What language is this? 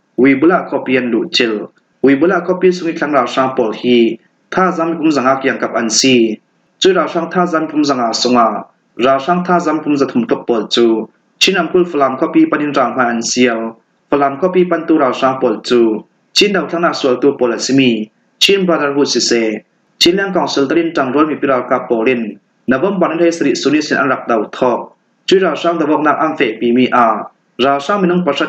Falam Chin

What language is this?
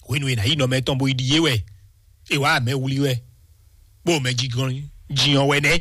Fon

